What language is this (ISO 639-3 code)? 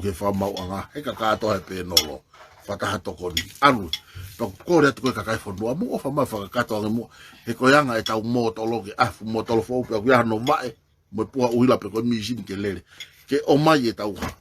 ton